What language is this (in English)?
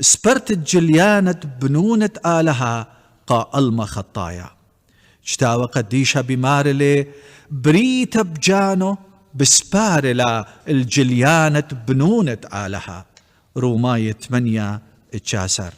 Assyrian Neo-Aramaic